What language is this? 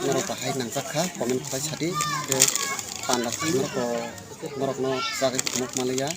Kok Borok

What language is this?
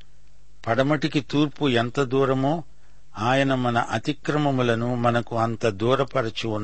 Telugu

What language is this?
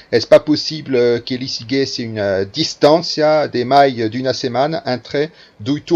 Occitan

